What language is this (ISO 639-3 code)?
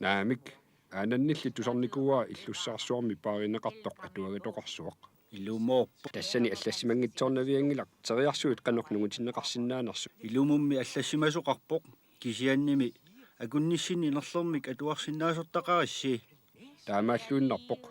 kal